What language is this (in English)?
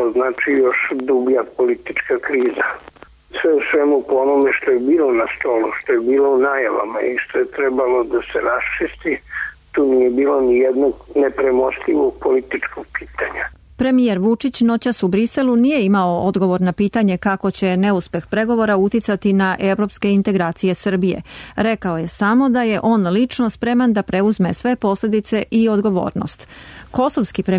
Serbian